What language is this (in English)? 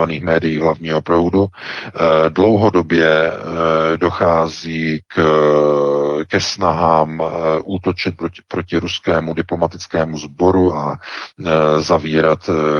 Czech